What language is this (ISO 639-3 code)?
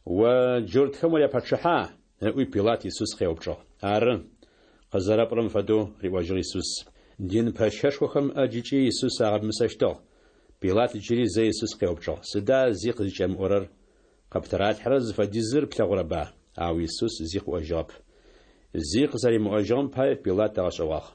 ady